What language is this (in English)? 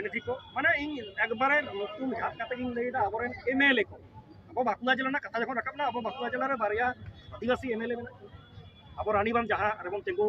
Santali